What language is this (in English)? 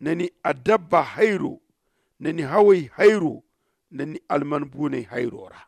Zarma